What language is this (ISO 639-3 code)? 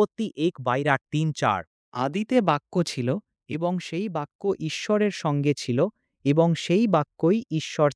ben